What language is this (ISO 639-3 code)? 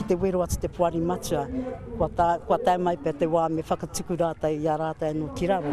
mri